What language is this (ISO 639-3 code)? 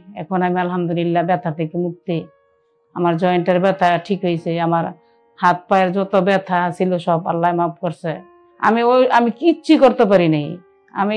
ben